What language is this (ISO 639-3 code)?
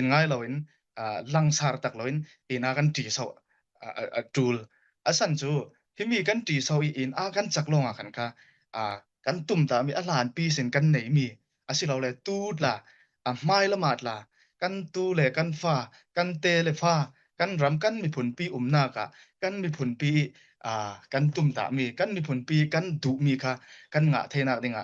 cfm